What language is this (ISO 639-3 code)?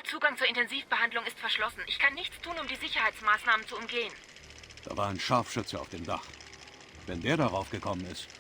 bar